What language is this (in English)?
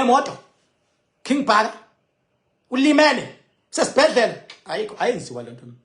Zulu